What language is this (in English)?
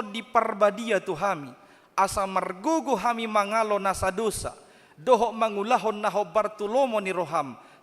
Batak Toba